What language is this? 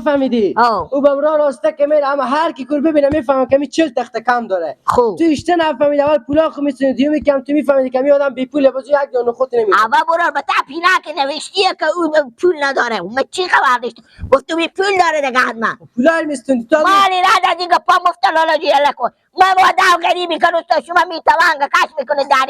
Persian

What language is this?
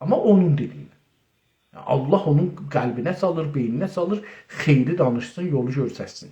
South Azerbaijani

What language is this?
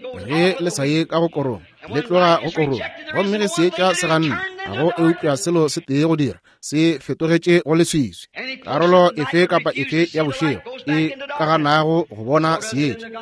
Northern Sotho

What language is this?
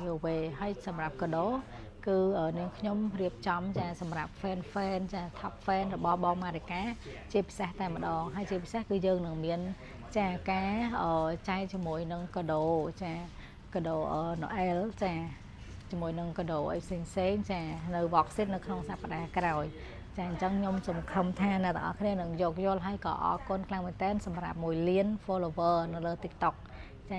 Khmer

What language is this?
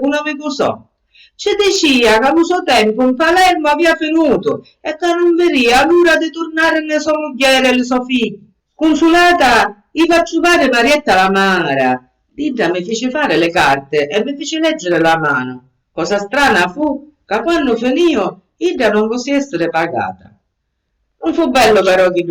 Sicilian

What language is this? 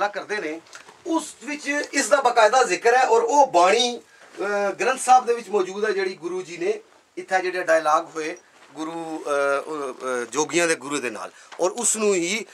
Punjabi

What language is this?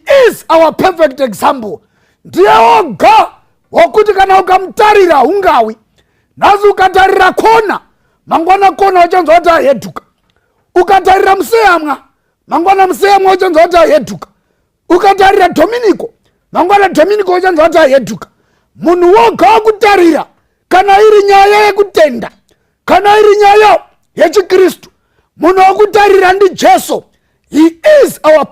Shona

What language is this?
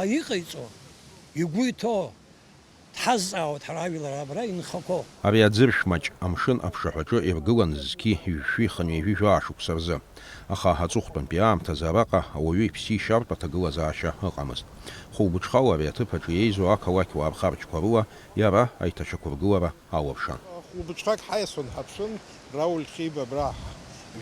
Abkhazian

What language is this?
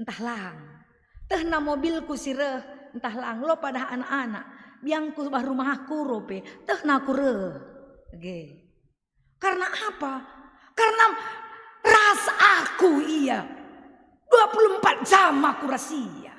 Batak Karo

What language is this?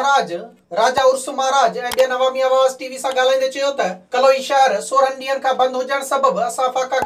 Sindhi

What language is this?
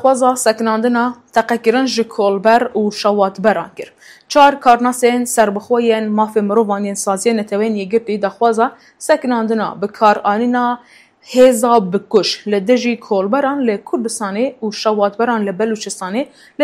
Kurdish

